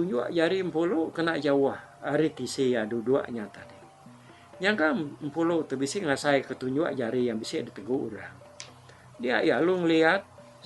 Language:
Iban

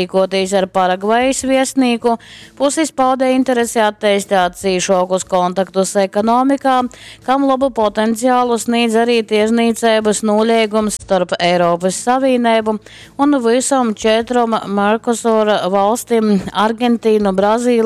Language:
Latgalian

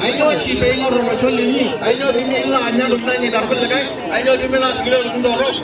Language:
Masai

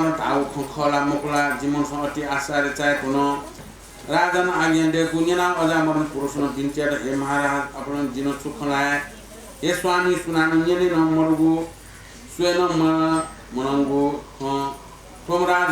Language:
Newari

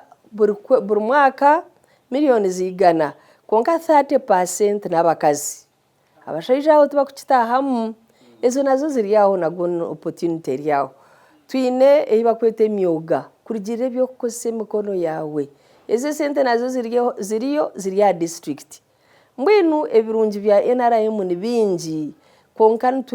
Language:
Nyankole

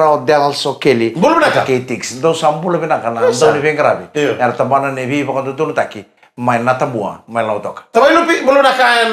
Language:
Fijian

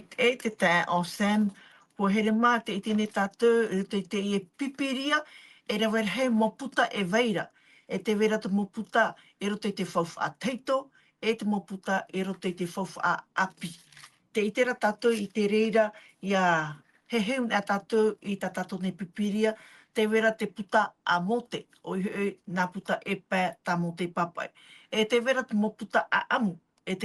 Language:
Tahitian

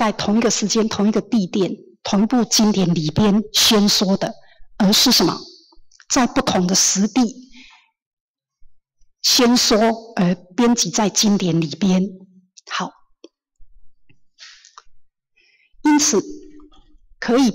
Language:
Chinese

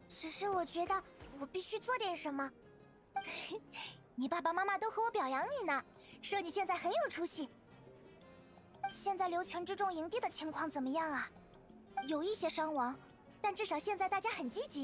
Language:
Chinese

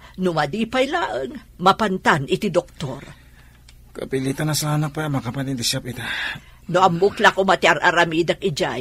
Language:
Iloko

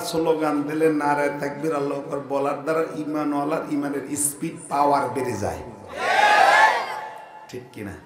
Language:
Bangla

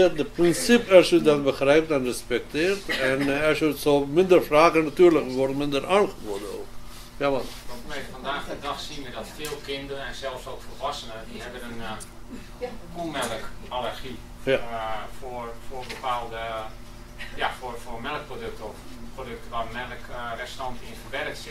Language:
Dutch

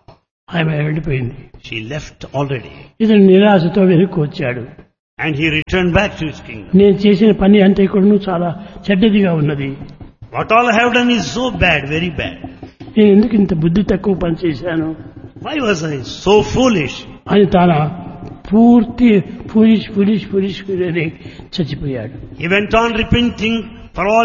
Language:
Telugu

